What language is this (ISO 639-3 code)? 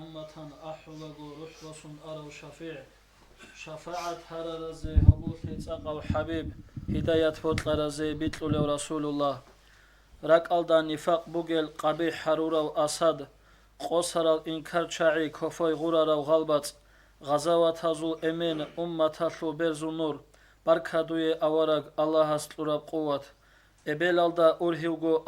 ava